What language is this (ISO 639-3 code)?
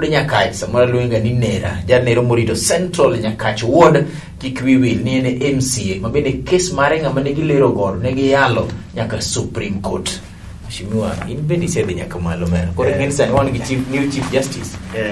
luo